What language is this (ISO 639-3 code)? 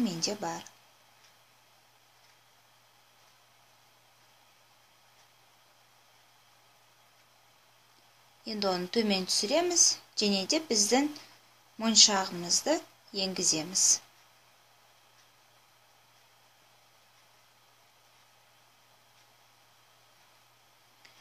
kaz